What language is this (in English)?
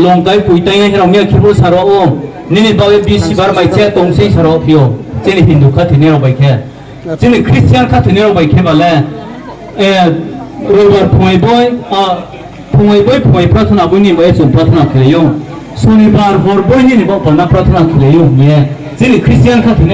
Riang (India)